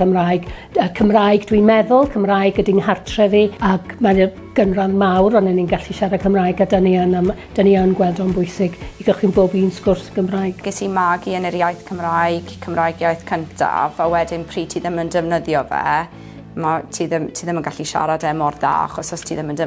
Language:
Welsh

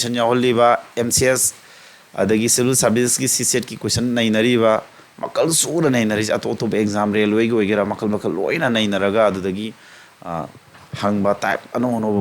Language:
Manipuri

